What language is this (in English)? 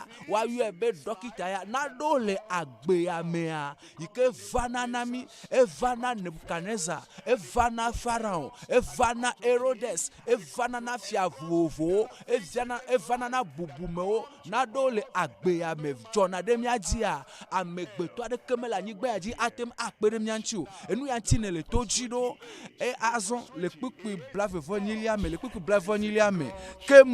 Ewe